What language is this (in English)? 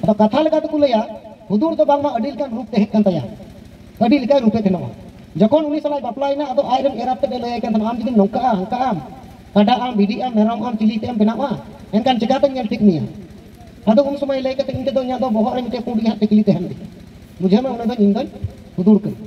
Santali